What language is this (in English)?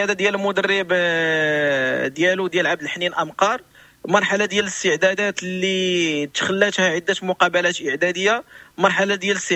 Moroccan Arabic